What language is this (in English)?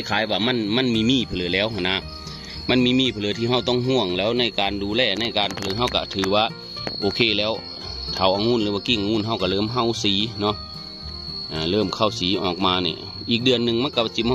Northeastern Thai